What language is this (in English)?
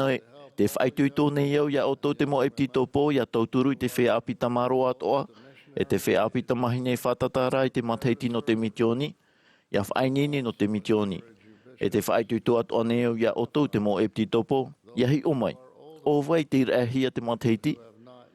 Tahitian